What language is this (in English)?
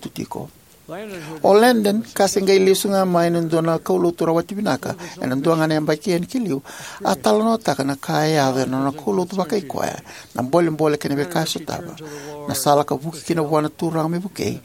Fijian